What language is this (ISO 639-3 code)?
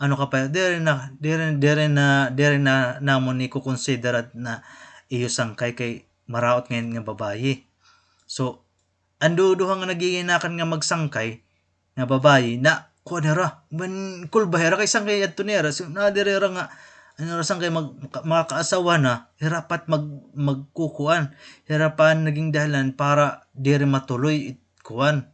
war